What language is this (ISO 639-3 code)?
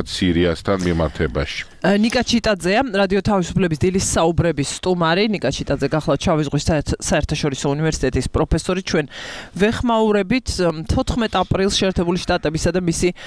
kat